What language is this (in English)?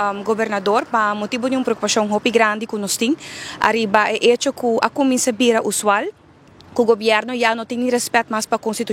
Papiamento